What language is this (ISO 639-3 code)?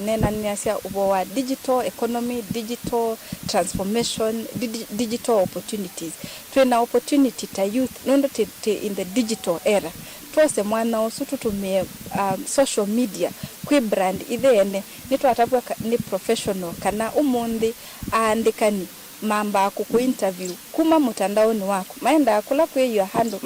kam